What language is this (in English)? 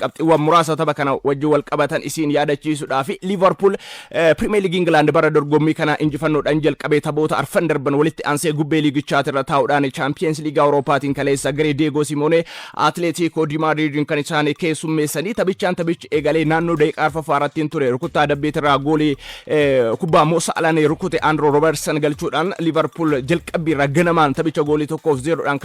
Oromo